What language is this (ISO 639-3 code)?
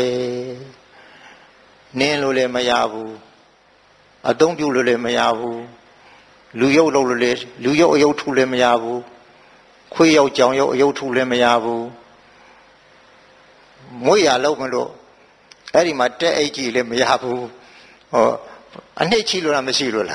mya